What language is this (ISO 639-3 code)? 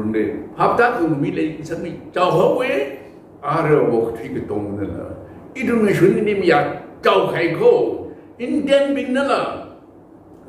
nmf